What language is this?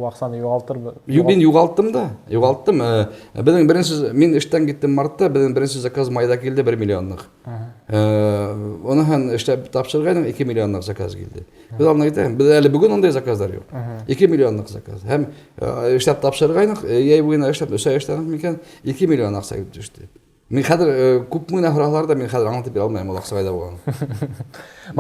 Bashkir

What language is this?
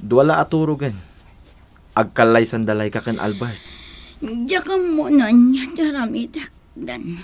Iloko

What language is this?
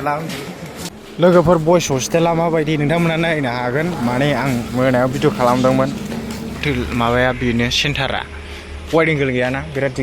Bodo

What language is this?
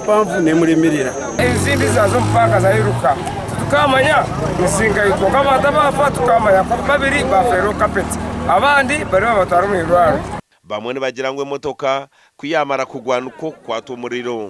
Nyankole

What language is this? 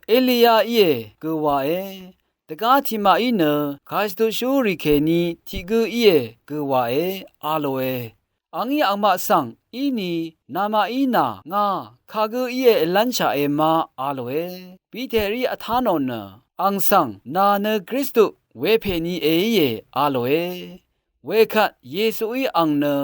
Rawang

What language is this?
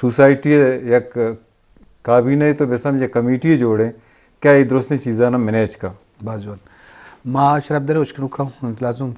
Eastern Balochi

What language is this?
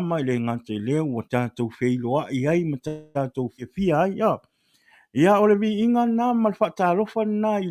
Samoan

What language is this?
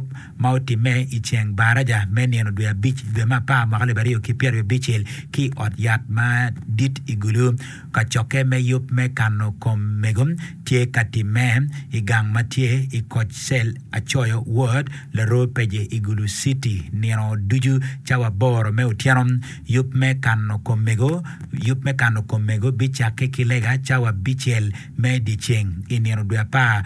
Acoli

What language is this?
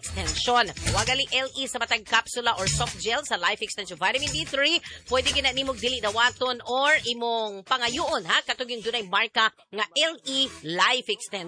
Cebuano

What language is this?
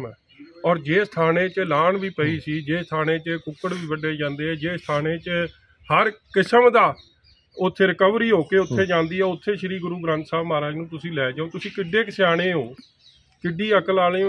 Punjabi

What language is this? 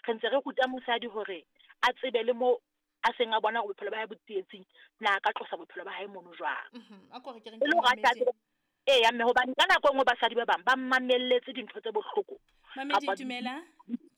Southern Sotho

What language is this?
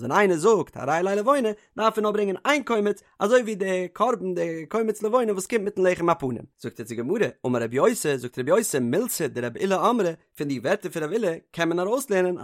Yiddish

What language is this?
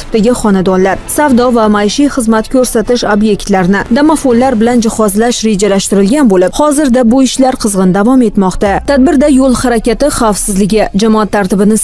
Uzbek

